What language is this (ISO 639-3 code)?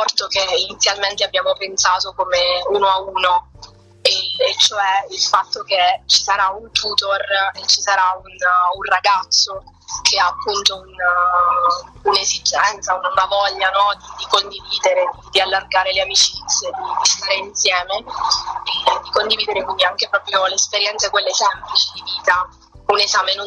ita